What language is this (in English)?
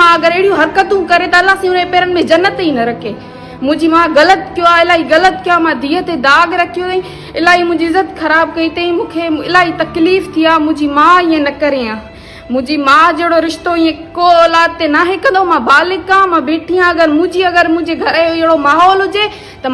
Sindhi